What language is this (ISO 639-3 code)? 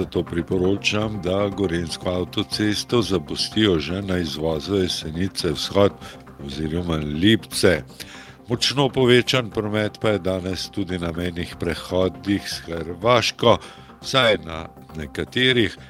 slv